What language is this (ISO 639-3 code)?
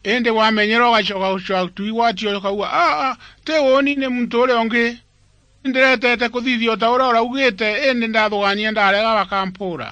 mer